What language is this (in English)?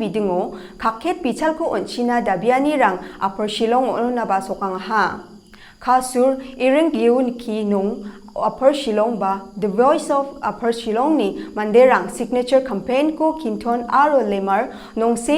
Garo